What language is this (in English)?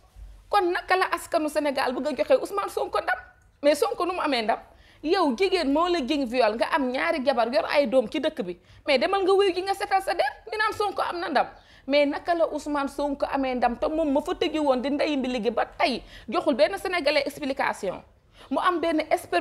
Wolof